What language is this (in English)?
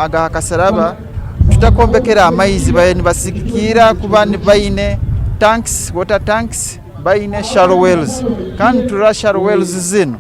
Nyankole